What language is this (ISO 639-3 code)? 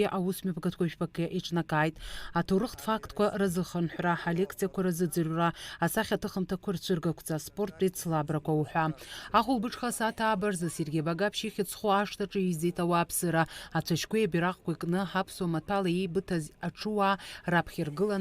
abk